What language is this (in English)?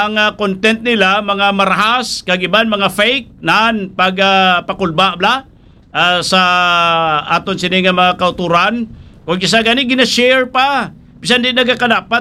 Hiligaynon